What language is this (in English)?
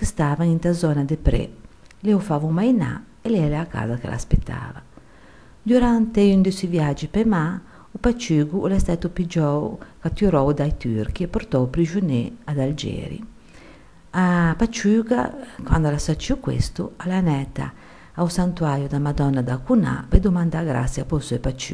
Ligurian